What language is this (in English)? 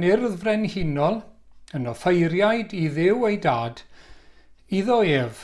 Welsh